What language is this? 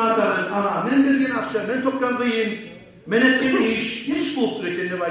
Kumyk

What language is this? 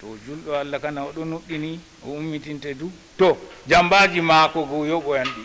Fula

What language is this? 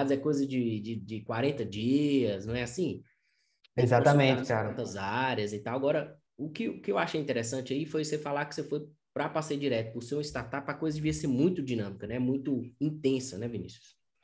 Portuguese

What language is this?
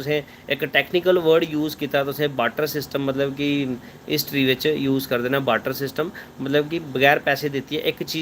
Dogri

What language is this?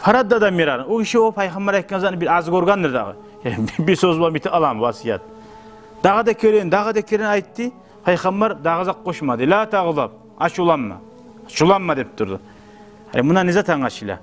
Kumyk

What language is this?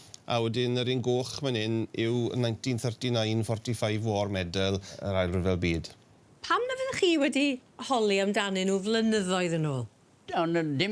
Welsh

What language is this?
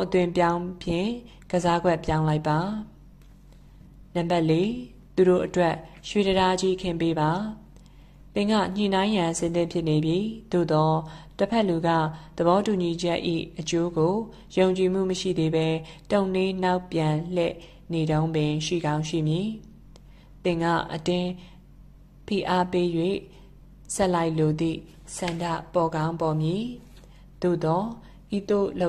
Burmese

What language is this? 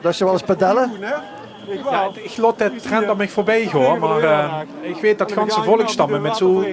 Limburgish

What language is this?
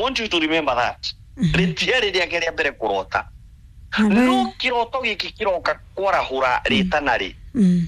Kikuyu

